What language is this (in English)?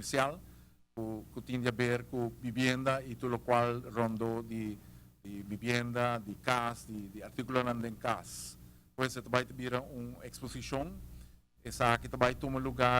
Papiamento